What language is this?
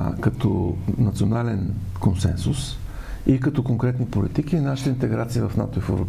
Bulgarian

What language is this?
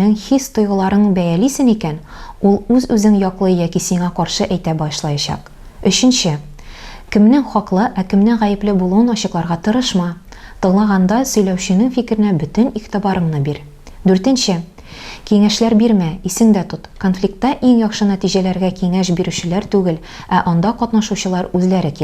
Tatar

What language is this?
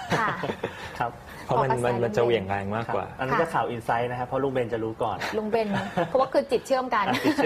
Thai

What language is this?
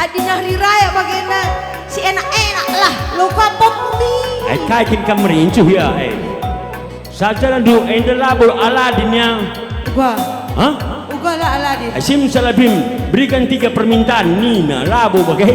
Batak Karo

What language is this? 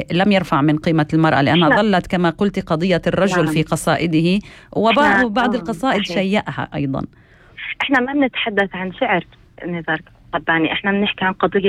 North Levantine Arabic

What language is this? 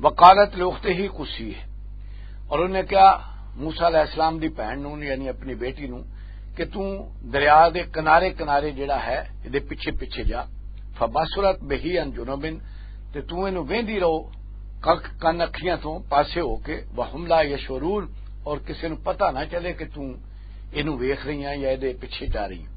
Western Panjabi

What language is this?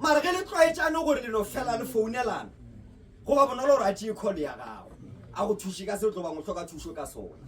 Northern Sotho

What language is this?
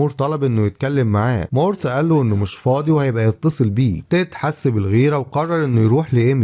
Egyptian Arabic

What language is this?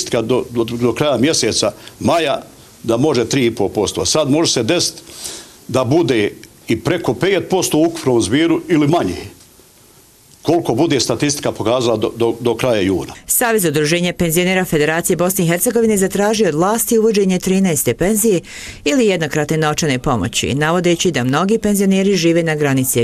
Bosnian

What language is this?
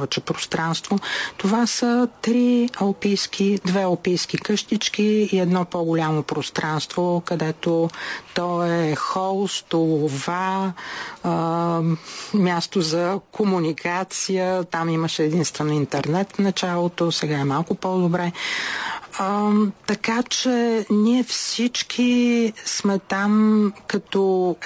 Bulgarian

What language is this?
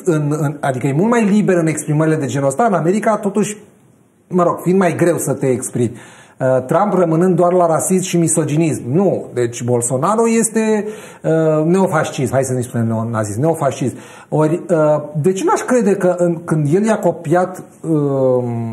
Romanian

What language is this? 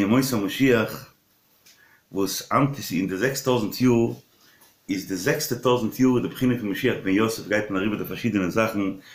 Yiddish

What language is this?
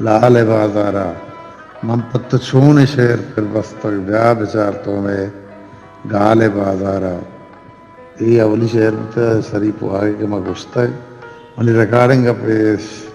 Eastern Balochi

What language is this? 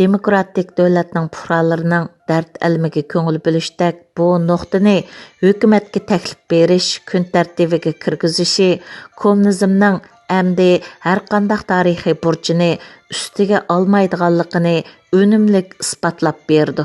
Uyghur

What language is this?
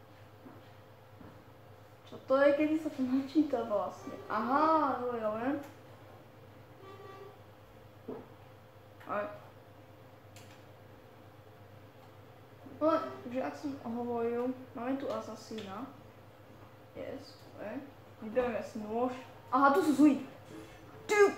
Slovak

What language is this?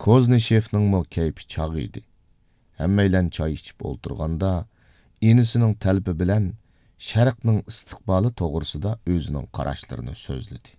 Uyghur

